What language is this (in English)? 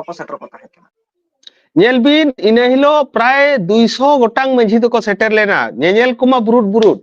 Santali